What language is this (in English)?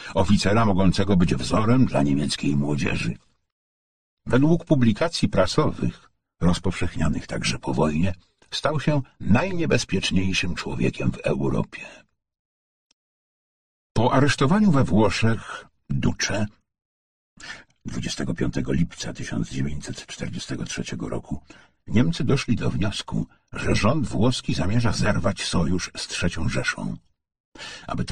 Polish